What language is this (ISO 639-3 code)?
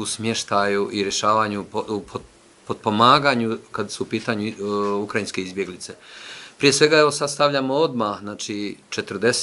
bos